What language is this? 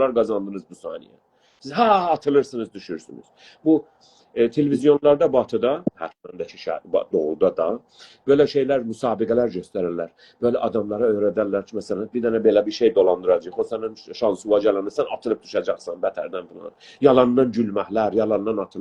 South Azerbaijani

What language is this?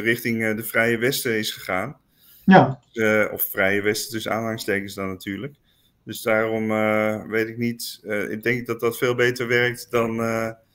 Dutch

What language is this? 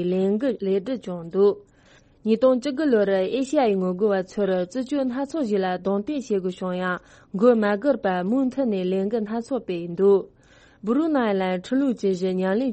Tibetan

